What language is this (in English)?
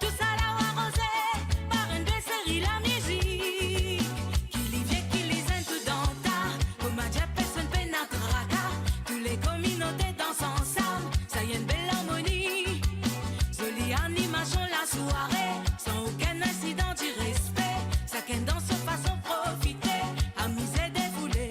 Morisyen